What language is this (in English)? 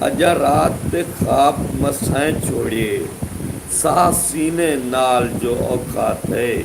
Saraiki